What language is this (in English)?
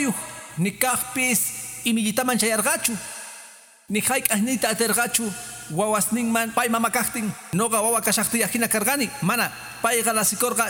Quechua